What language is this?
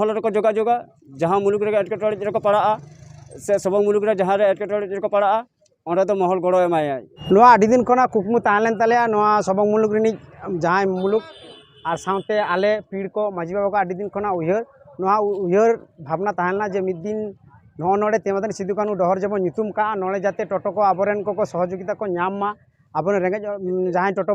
Santali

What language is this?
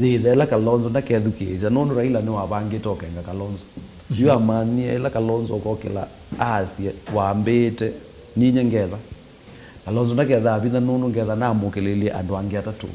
Kamba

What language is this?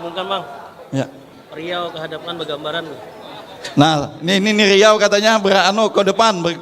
Banjar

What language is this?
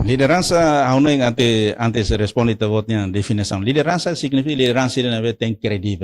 Tetum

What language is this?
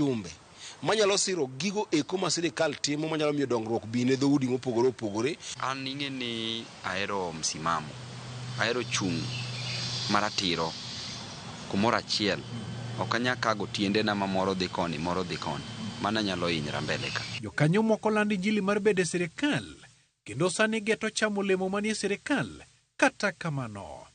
Luo (Kenya and Tanzania)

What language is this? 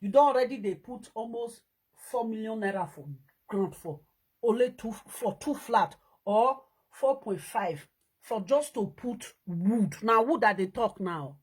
Nigerian Pidgin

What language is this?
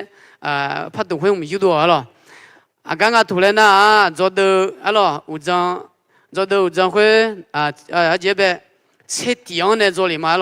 Akha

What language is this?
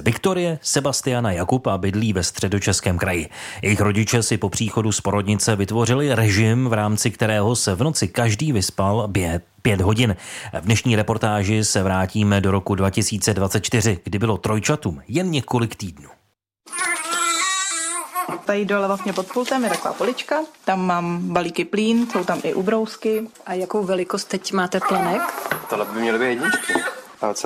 Czech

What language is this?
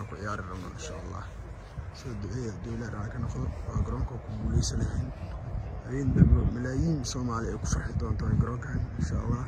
Somali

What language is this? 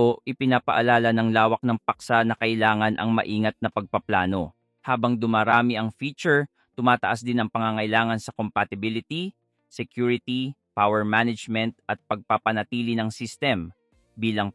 Filipino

